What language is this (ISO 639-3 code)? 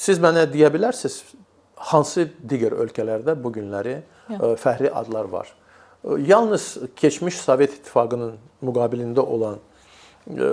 aze